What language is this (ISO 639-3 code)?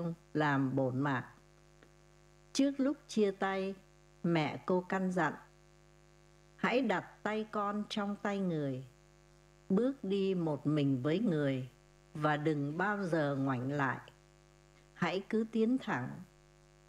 vie